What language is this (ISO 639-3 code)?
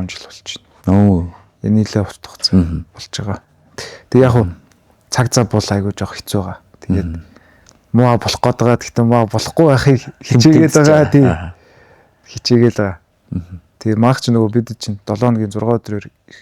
mon